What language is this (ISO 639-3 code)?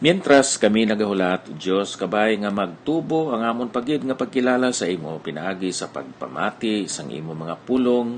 hil